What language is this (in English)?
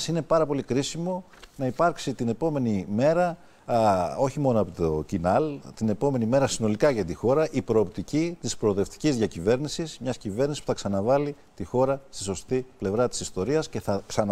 Greek